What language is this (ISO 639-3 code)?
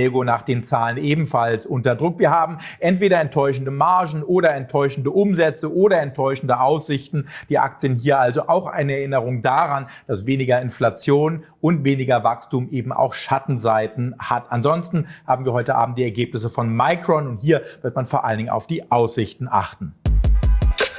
deu